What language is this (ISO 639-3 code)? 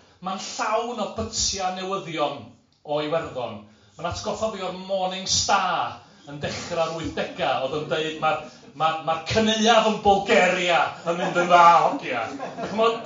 cym